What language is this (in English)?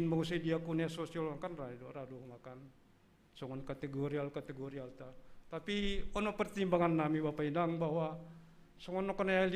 Batak Simalungun